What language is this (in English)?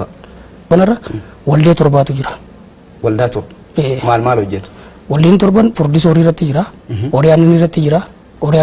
Oromo